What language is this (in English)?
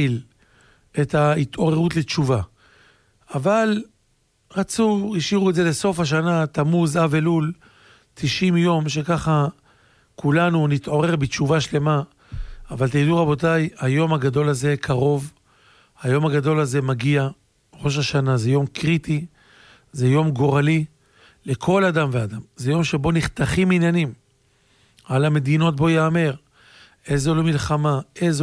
Hebrew